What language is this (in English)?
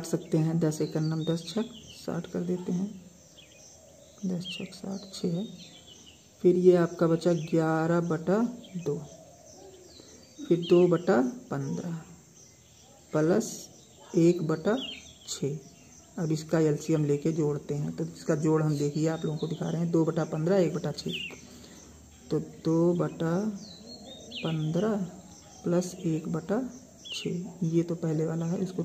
Hindi